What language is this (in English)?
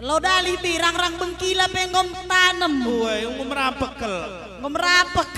Batak Karo